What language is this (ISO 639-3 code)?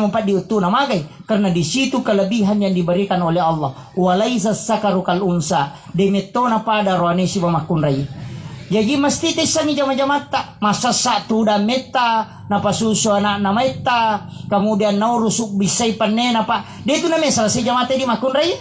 bug